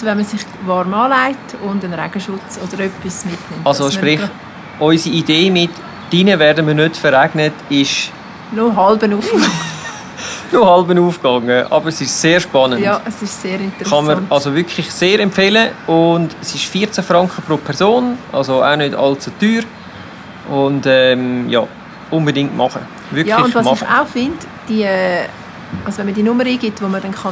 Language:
Swiss German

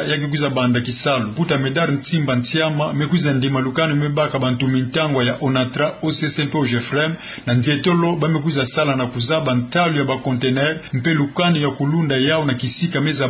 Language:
Kituba (Democratic Republic of Congo)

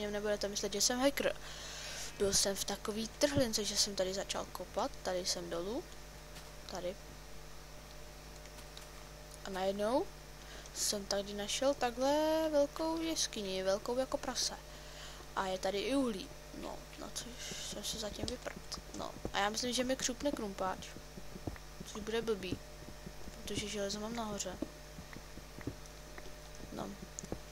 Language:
Czech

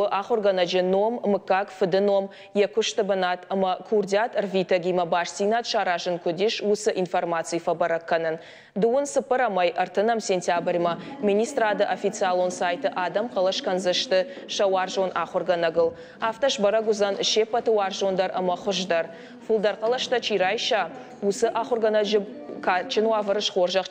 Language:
Ossetic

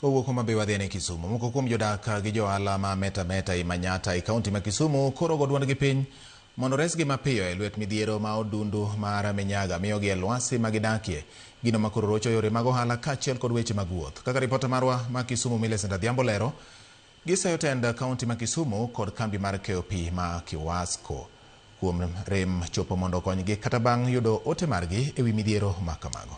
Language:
Luo (Kenya and Tanzania)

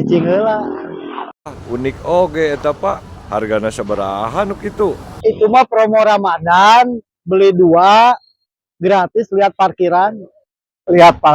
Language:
Sundanese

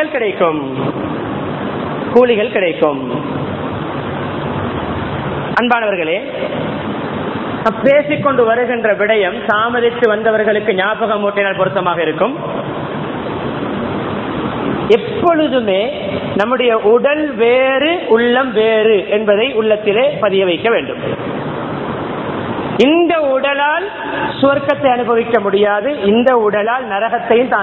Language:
Tamil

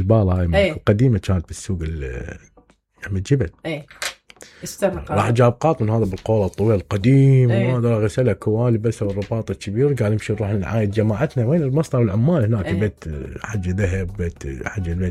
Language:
Mesopotamian Arabic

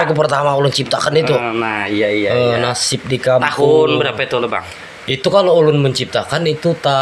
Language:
Banjar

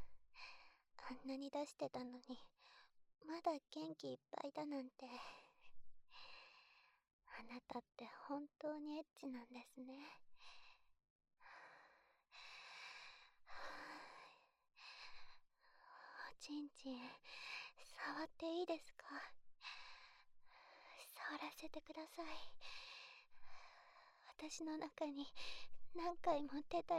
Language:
Japanese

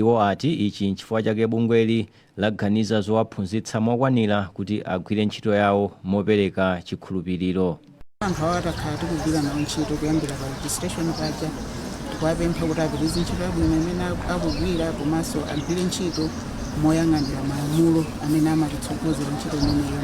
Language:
Nyanja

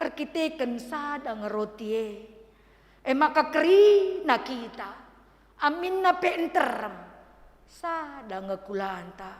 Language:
Batak Karo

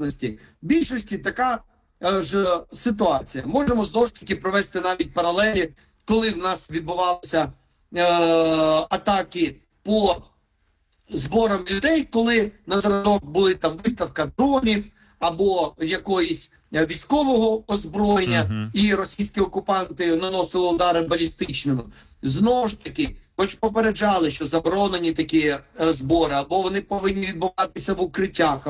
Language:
Ukrainian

